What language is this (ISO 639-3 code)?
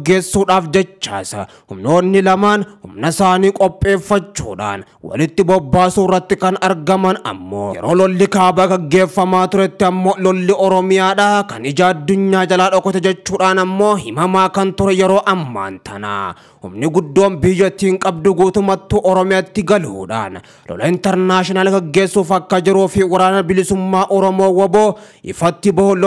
orm